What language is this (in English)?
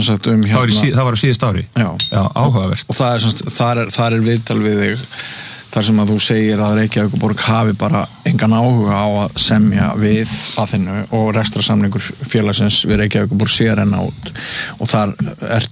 Icelandic